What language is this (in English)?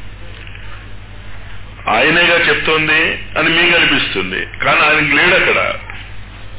Telugu